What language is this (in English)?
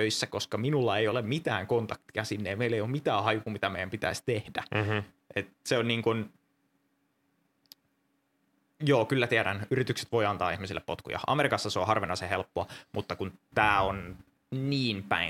Finnish